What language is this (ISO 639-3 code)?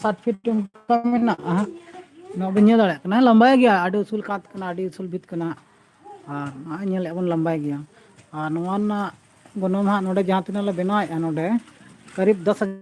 sat